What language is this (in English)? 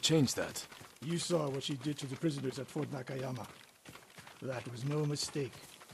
English